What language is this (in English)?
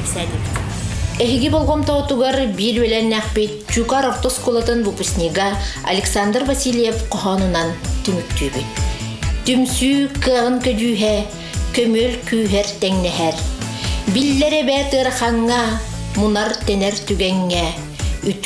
Yakut